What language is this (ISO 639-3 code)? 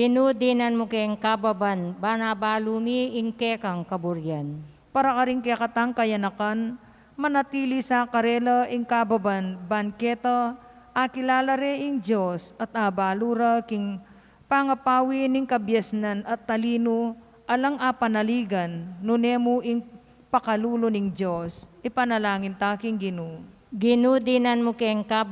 pam